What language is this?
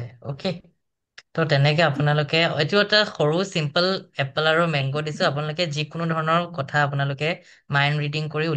Assamese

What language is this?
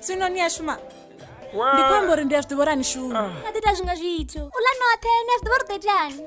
Venda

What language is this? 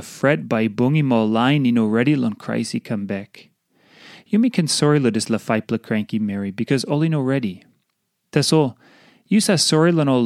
Tok Pisin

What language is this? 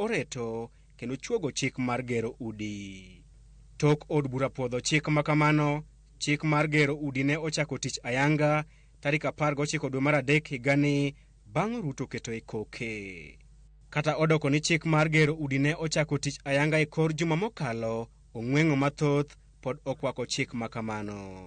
Luo (Kenya and Tanzania)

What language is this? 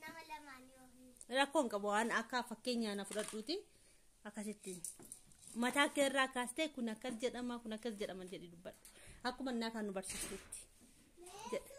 Oromo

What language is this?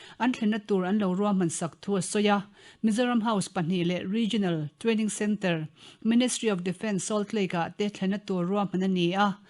Mizo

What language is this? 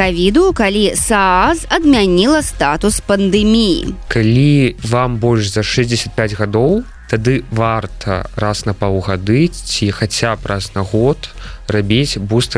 Belarusian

